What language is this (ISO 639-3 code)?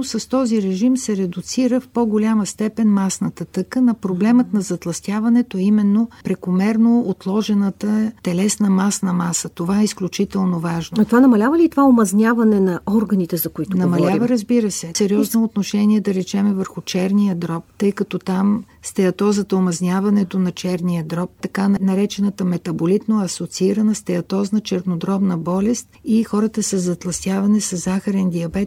bul